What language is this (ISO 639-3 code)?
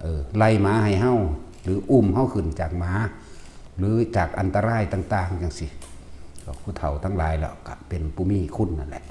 tts